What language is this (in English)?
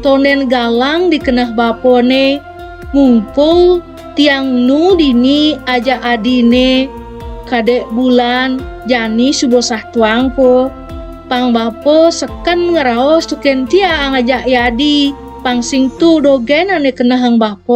Balinese